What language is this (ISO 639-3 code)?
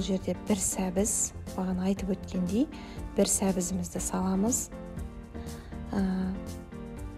kaz